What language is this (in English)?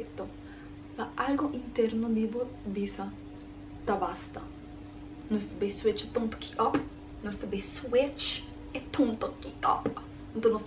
Papiamento